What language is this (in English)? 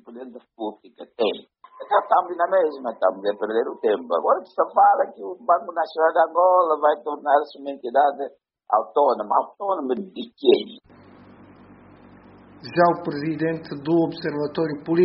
Portuguese